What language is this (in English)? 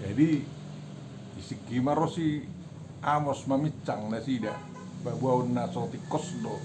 Batak Toba